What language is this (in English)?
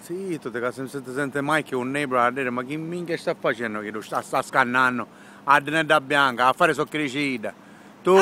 Sicilian